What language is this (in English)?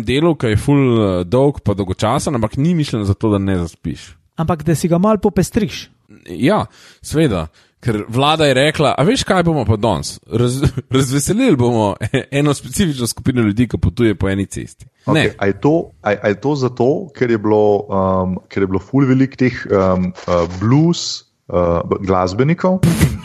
Slovenian